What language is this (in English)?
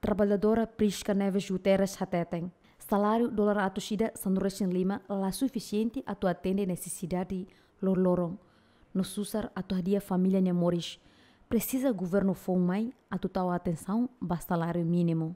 Tetum